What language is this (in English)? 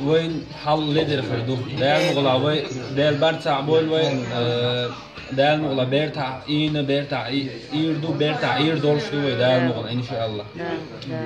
Chechen